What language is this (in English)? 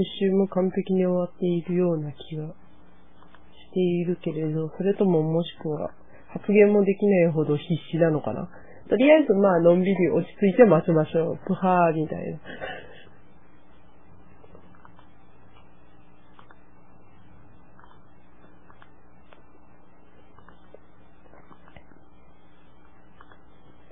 Japanese